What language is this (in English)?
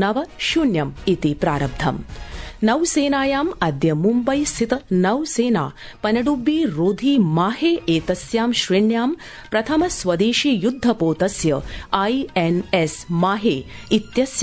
Sanskrit